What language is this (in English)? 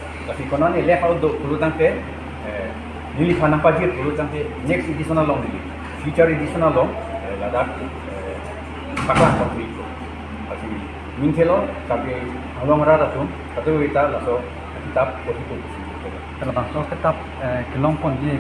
Karbi